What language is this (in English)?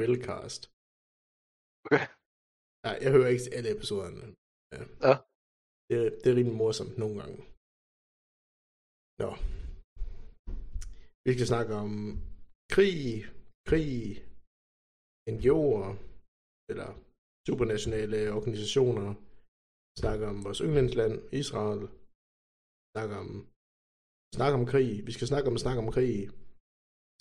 Danish